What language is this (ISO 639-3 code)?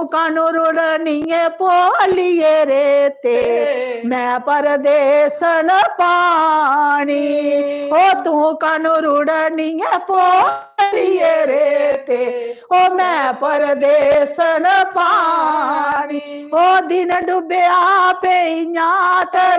doi